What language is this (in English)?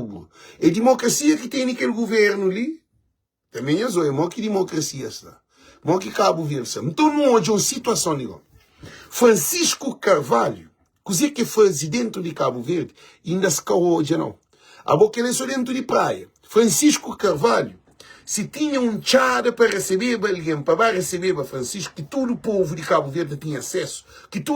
Kabuverdianu